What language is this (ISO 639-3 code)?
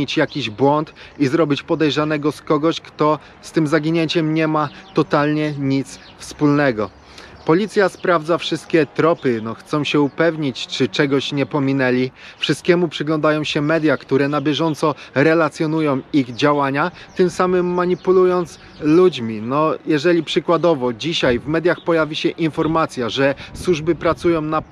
pol